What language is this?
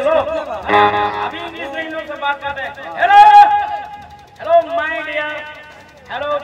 Bhojpuri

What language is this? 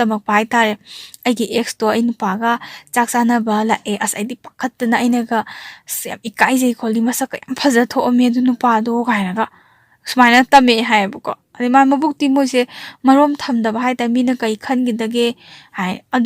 Manipuri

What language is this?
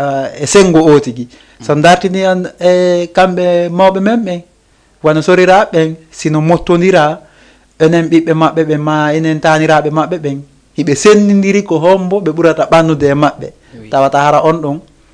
Fula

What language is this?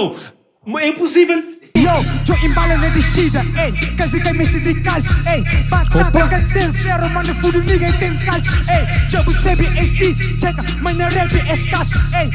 Kabuverdianu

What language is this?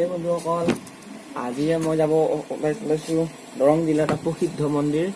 Assamese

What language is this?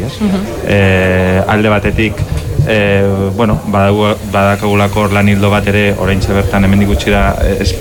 Basque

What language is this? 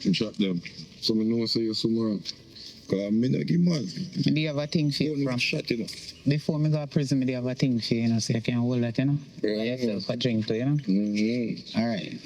Jamaican Creole English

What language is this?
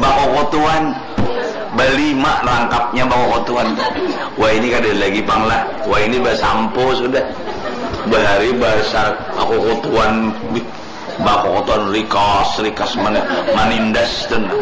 Banjar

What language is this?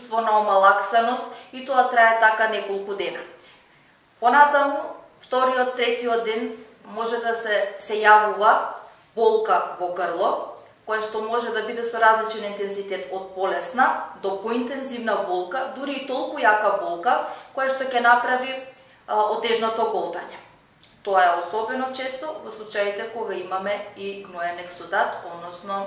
Macedonian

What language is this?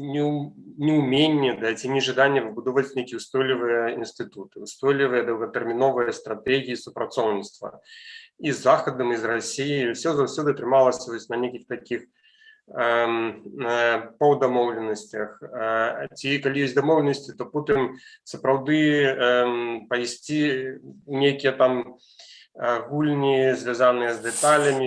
Belarusian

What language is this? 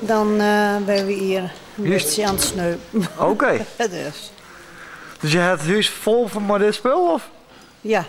Western Frisian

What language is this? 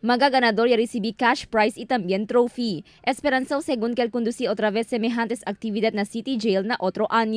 Chavacano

